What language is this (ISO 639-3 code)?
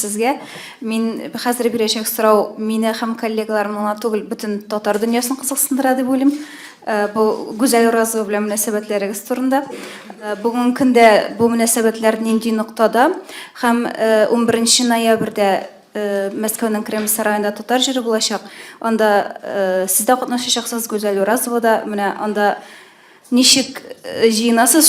tat